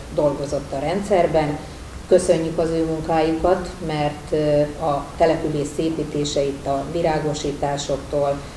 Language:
Hungarian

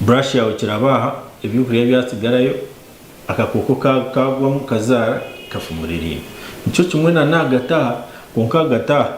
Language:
Nyankole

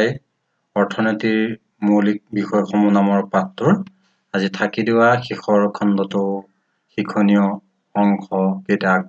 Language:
Assamese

